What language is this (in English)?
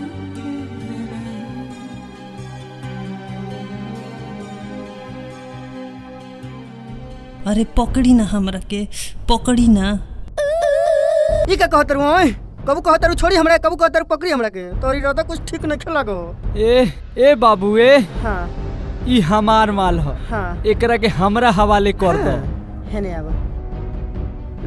Bhojpuri